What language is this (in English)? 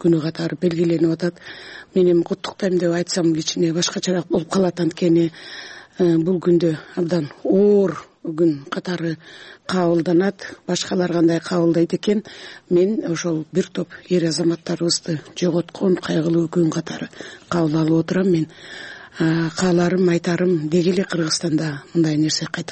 Kyrgyz